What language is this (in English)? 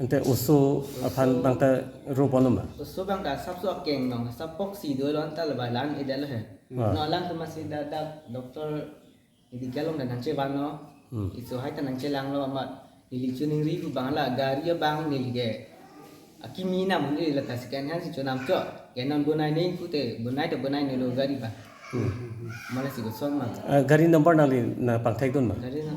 Karbi